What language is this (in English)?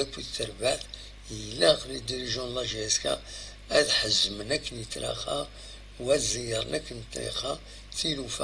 Kabyle